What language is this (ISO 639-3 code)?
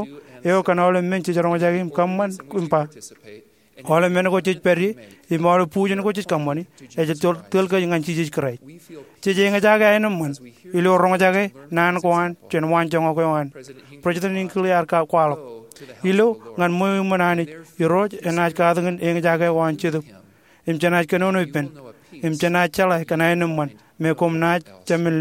mah